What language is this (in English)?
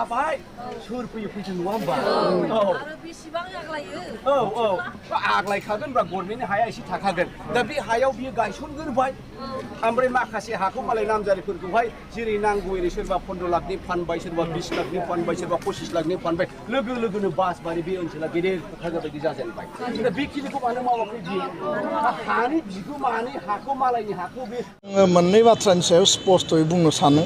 Bodo